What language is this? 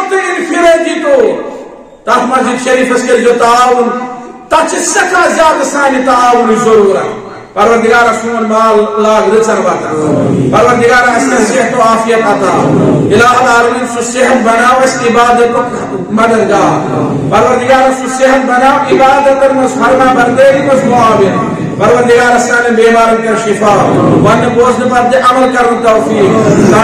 Kashmiri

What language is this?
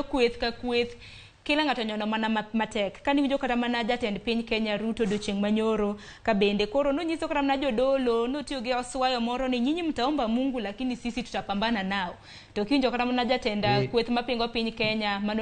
Luo (Kenya and Tanzania)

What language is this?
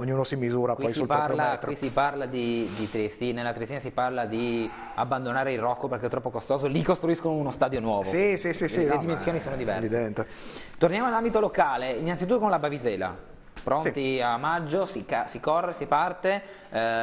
Italian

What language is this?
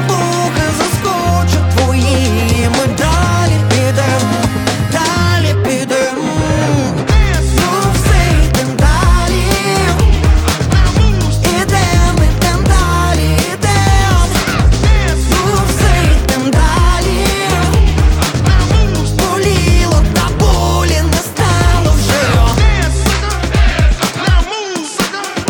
Ukrainian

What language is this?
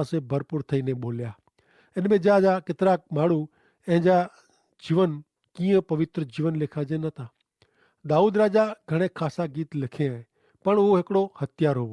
Kachhi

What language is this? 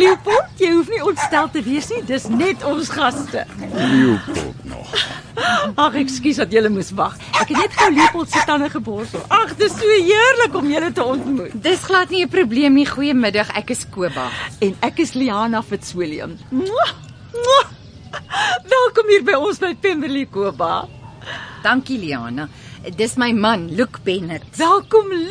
Afrikaans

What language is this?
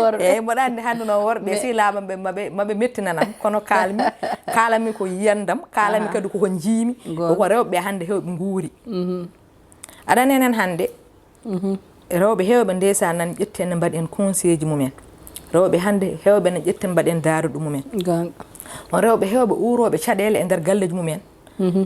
Fula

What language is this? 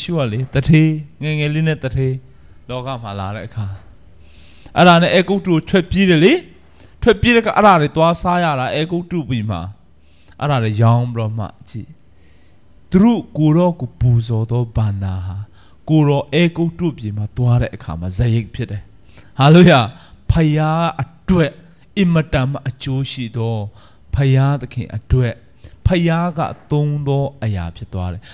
Burmese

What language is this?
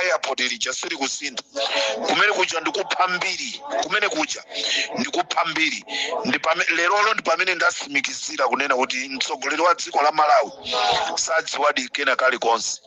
Nyanja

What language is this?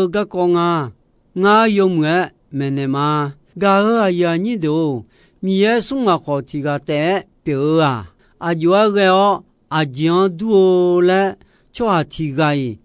Akha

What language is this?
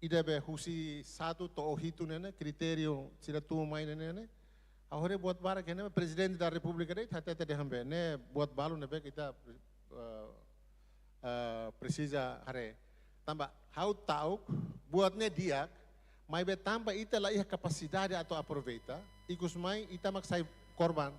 Tetum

